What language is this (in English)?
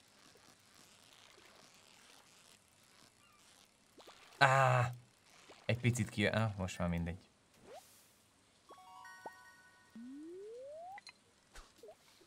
Hungarian